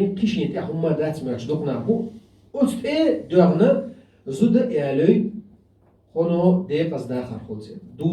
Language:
Chechen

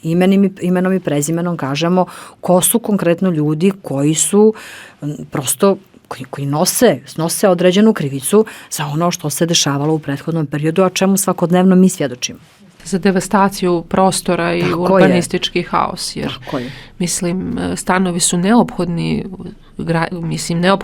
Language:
Bosnian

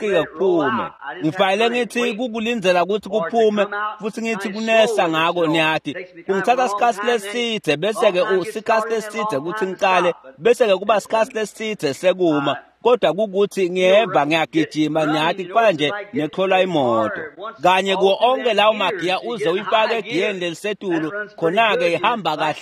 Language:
Swati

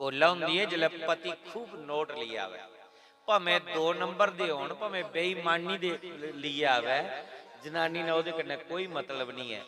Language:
Dogri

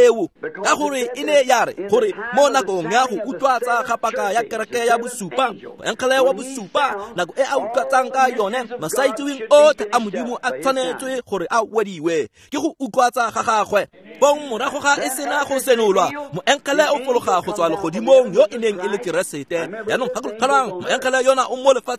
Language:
Tswana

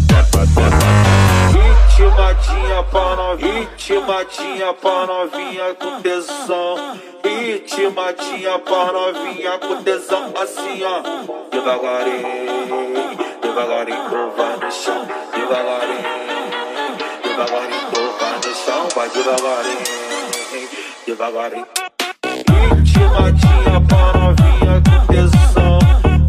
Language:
Portuguese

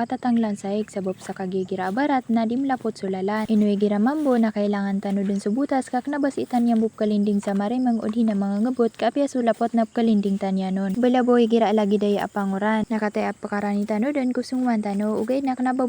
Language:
Maranao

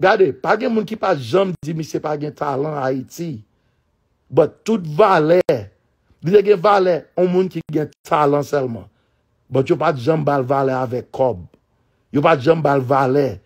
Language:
Haitian Creole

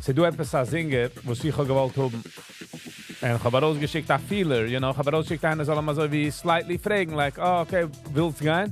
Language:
Yiddish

